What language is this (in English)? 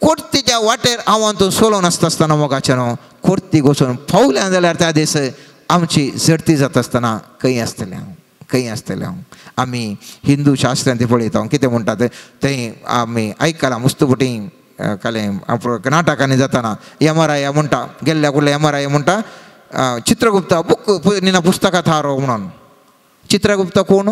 Konkani